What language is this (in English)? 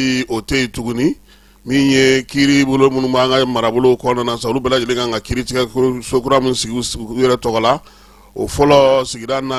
Bambara